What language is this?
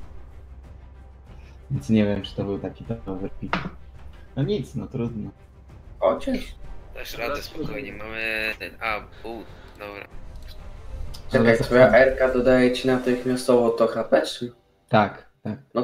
Polish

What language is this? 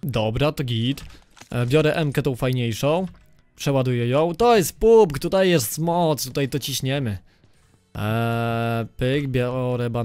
Polish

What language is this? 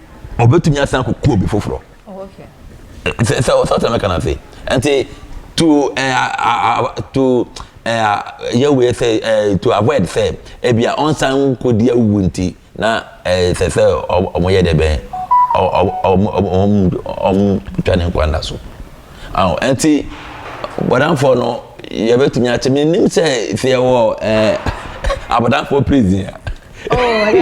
Akan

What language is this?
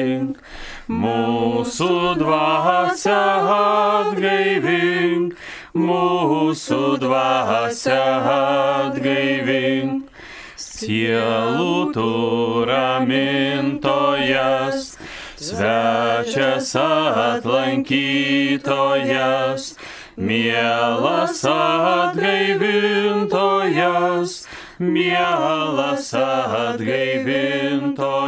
Lithuanian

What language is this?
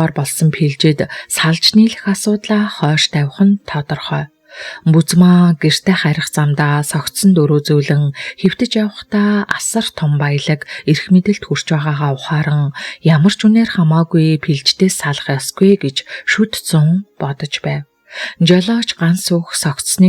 Mongolian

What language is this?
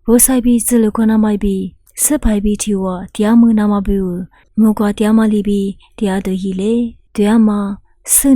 Lisu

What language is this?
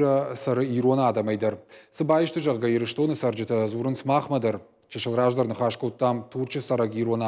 Ossetic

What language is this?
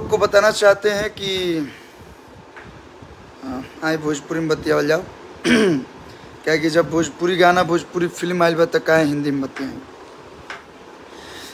Bhojpuri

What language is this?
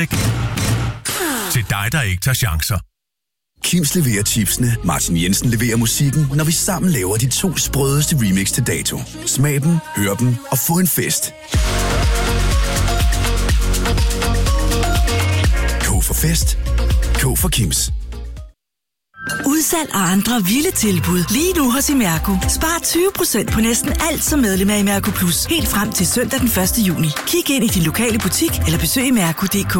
Danish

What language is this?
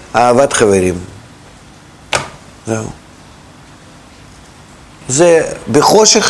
Hebrew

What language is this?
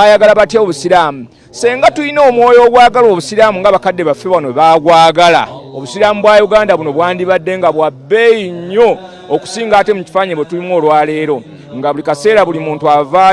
Ganda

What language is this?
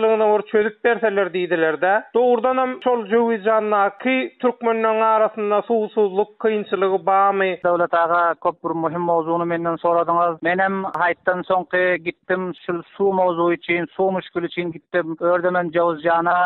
Turkmen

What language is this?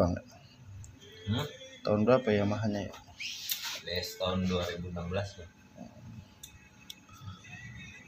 Indonesian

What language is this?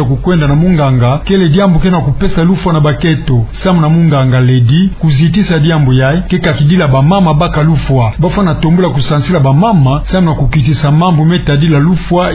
Kituba (Democratic Republic of Congo)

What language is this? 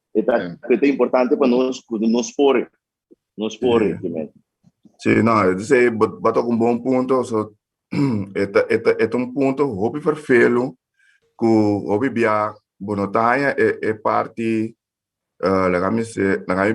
Papiamento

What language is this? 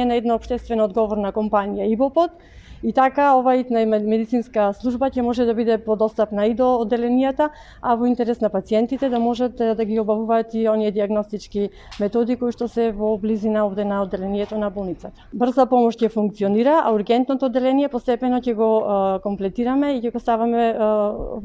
Macedonian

